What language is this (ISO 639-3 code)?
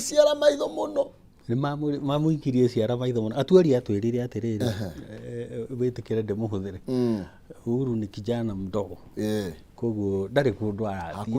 kik